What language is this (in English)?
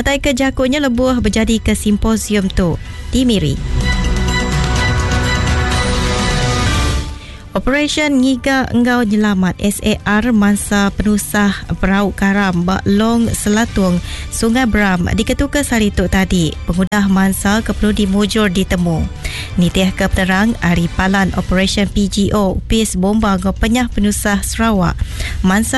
Iban